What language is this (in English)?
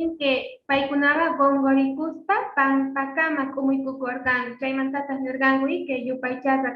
Quechua